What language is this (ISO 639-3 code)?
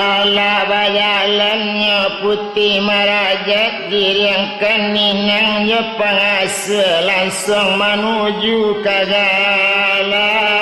min